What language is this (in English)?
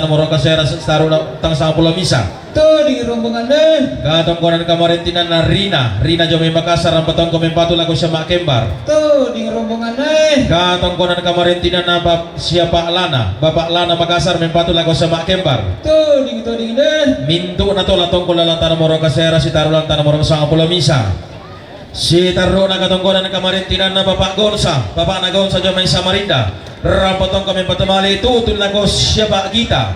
Toraja-Sa'dan